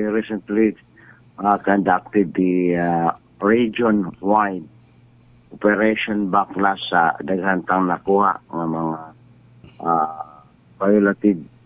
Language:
Cebuano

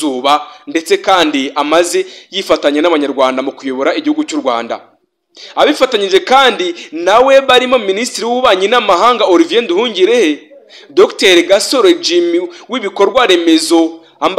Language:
Kinyarwanda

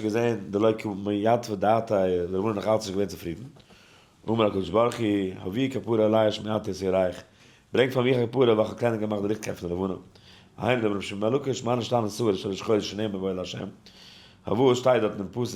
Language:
Yiddish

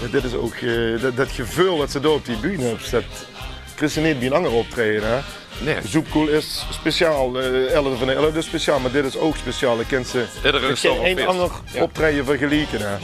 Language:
Limburgish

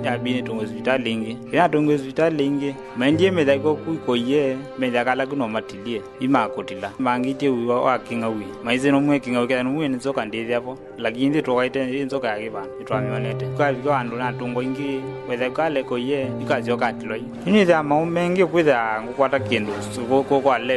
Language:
Kamba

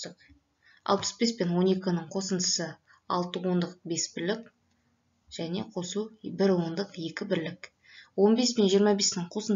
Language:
Kazakh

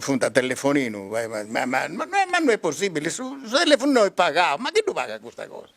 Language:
Sardinian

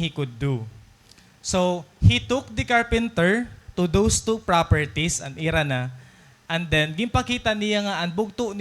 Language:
Waray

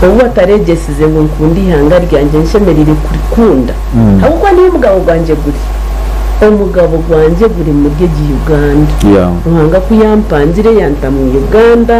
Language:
Nyankole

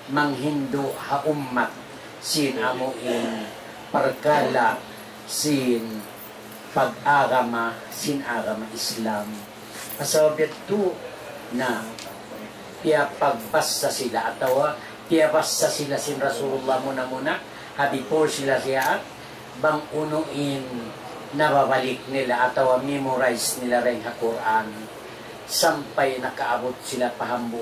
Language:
Tausug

